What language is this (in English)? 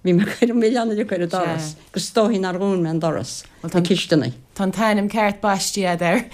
Irish